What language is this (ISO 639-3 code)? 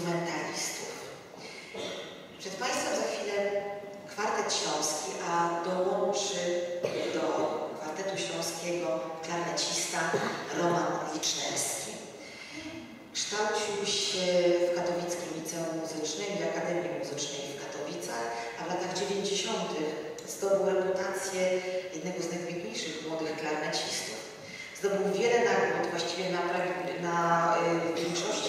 pol